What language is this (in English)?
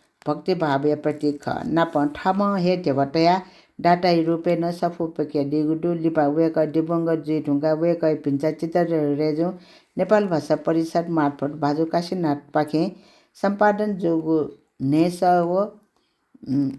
Newari